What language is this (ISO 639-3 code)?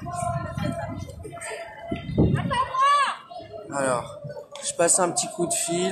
fra